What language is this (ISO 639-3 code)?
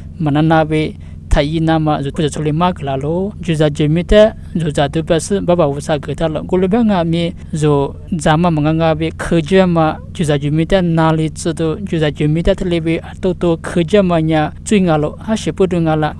lis